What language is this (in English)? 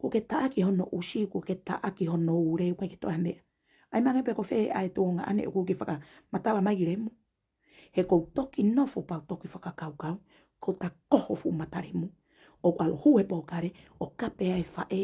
Tongan